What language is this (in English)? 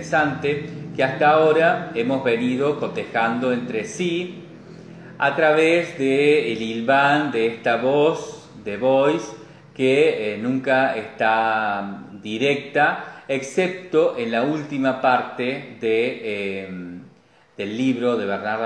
Spanish